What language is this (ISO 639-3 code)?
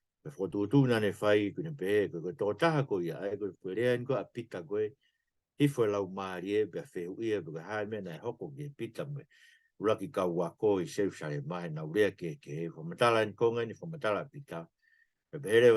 ton